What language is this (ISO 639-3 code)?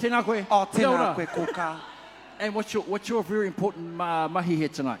mri